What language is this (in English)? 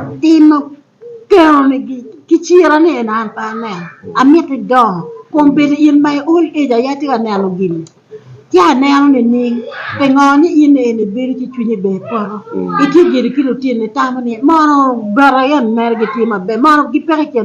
Acoli